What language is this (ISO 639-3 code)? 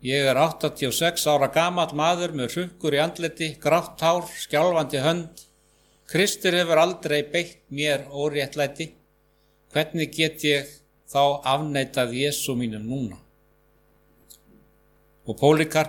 isl